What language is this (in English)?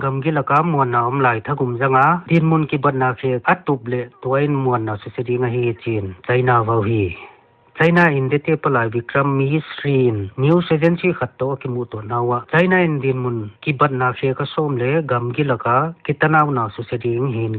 Paite Chin